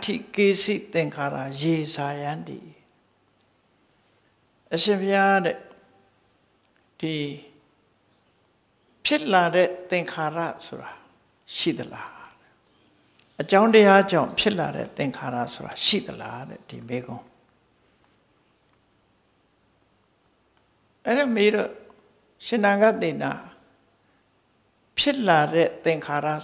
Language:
Burmese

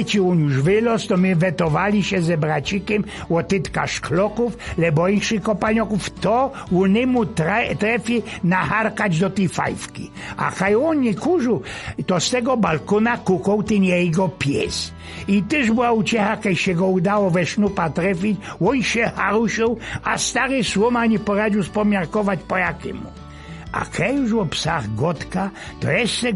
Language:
Silesian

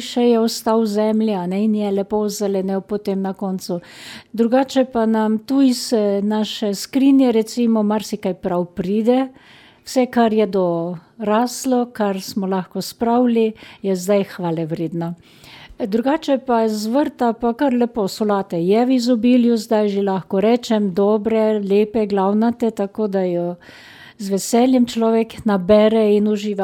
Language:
Slovenian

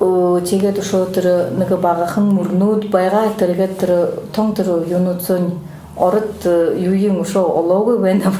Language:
Buriat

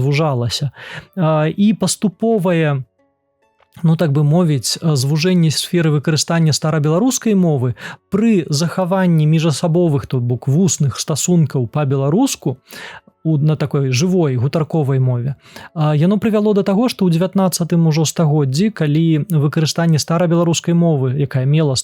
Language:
Belarusian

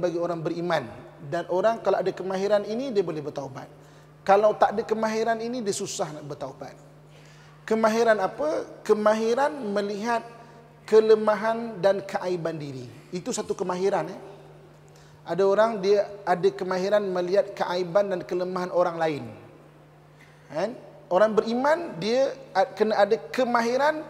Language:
Malay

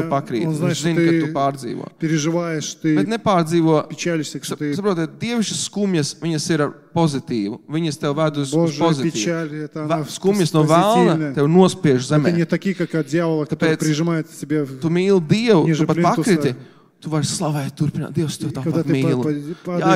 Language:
Latvian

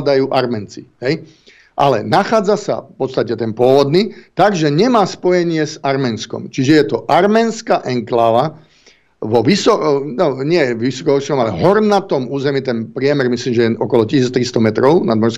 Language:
Slovak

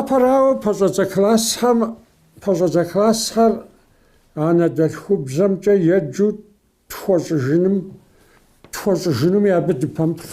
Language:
Kabardian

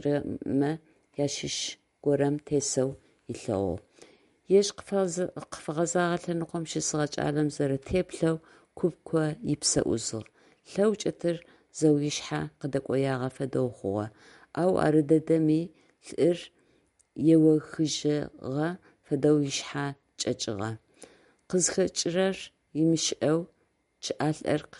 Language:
Adyghe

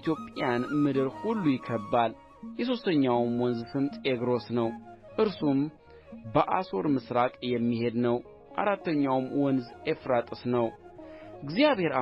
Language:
Amharic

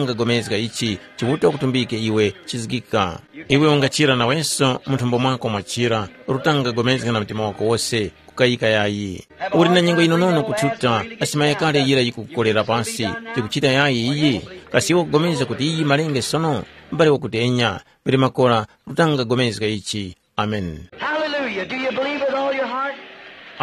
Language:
Tumbuka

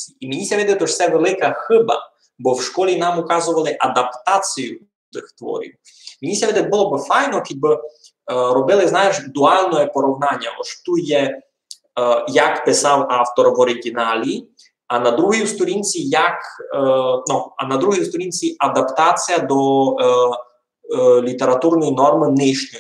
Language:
Rusyn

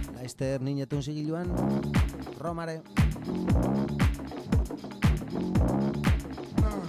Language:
Basque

